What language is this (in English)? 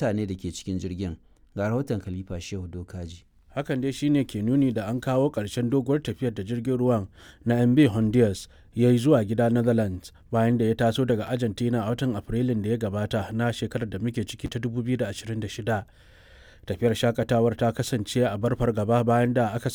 Hausa